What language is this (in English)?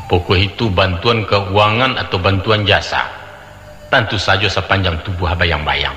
Minangkabau